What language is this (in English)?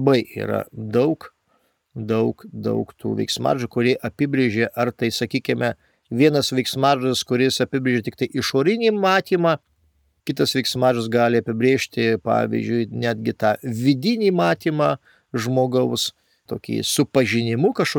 Lithuanian